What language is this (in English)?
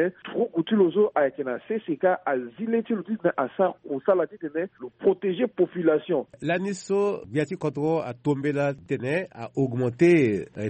Sango